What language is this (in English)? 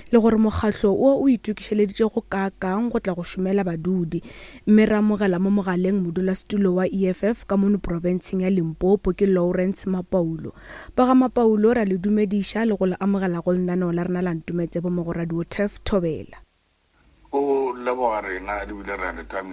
Northern Sotho